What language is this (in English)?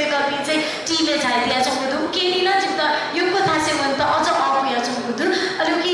Newari